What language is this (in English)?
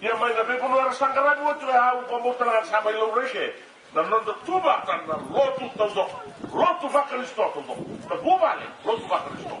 Fijian